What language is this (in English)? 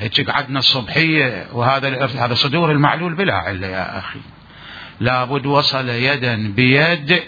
Mesopotamian Arabic